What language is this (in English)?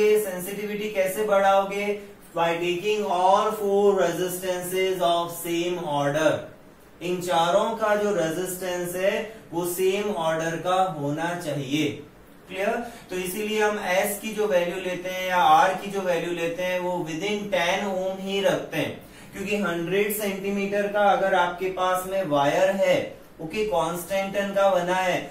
Hindi